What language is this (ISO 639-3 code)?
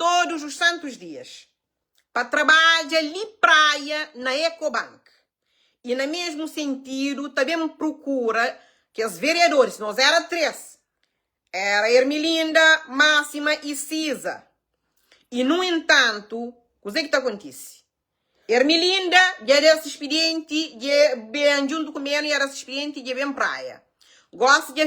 kea